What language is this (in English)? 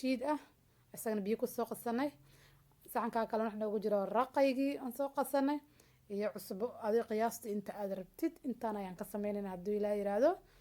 Somali